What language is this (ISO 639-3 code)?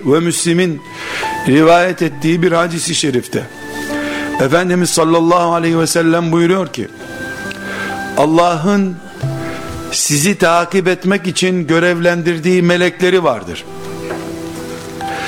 tur